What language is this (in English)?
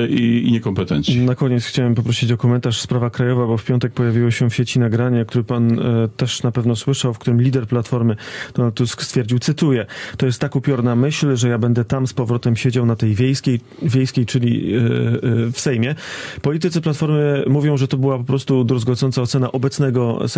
Polish